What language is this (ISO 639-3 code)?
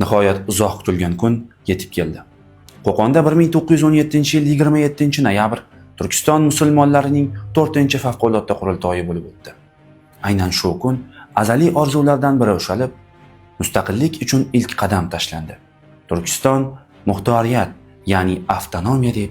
uzb